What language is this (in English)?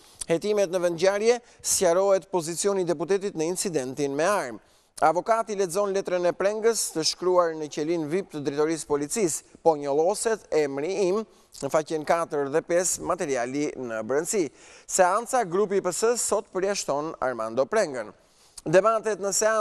Albanian